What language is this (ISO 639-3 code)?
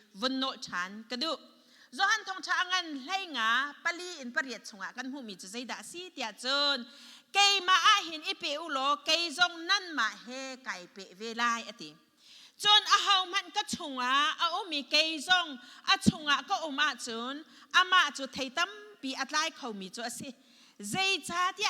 cnh